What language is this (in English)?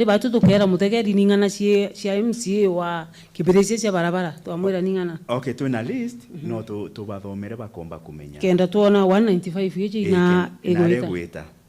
Meru